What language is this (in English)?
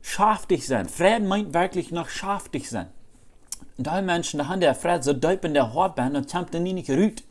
Plautdietsch